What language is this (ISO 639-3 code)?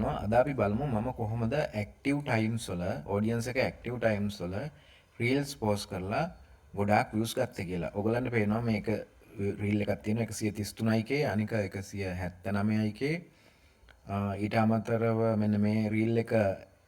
sin